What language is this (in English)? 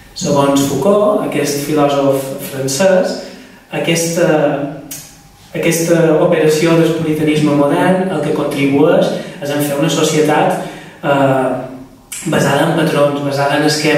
Catalan